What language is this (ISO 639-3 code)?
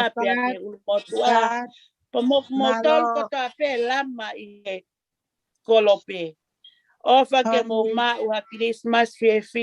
ton